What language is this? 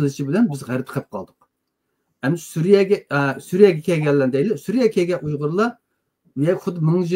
Uyghur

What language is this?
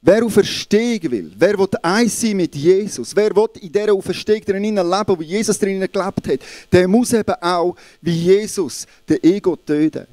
Swiss German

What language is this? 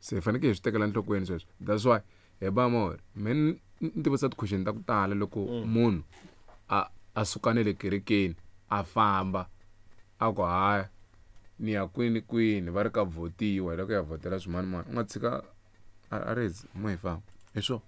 Tsonga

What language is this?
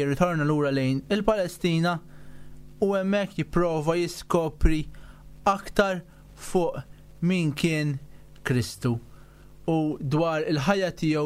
Maltese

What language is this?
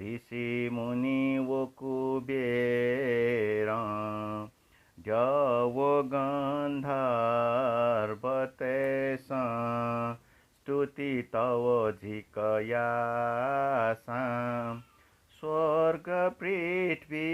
Newari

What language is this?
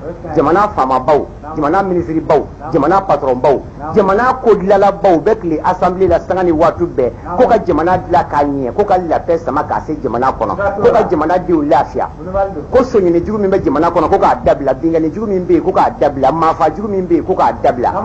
Bambara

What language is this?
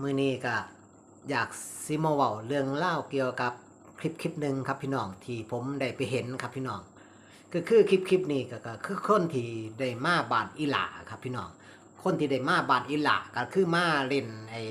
Northeastern Thai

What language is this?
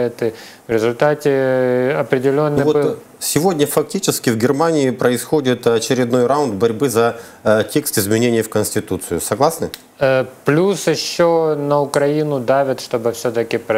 Russian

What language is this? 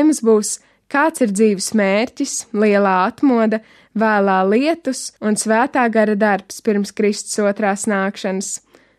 Latvian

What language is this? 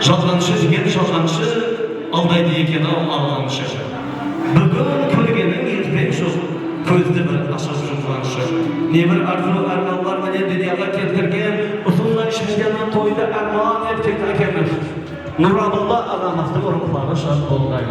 Kara-Kalpak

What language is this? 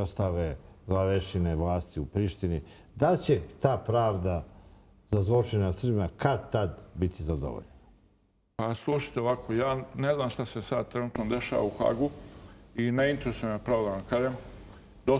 Serbian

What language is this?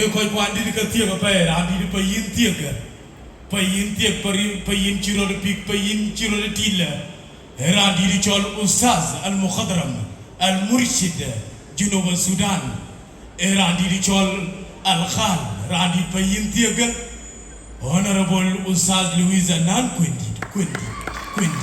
Dinka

